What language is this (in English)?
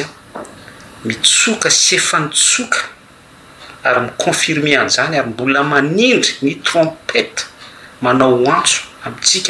Malagasy